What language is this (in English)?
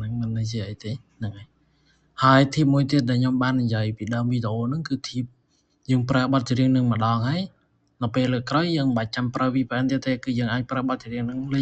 Khmer